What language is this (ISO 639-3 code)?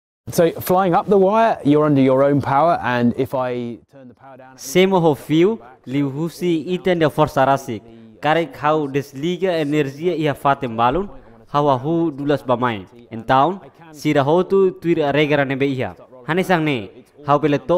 tet